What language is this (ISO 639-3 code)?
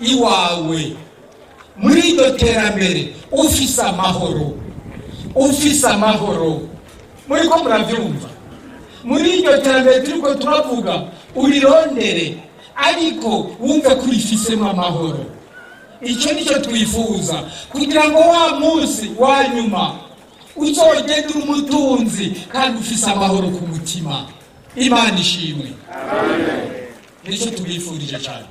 run